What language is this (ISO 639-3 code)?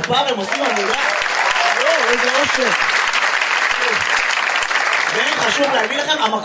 heb